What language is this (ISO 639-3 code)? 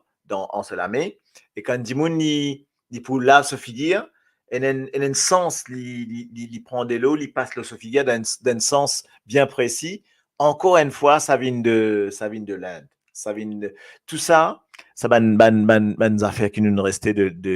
mfe